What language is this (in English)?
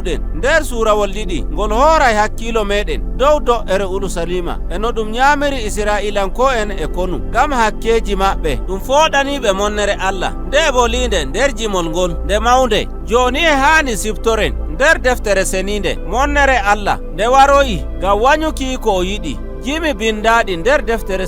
Nigerian Fulfulde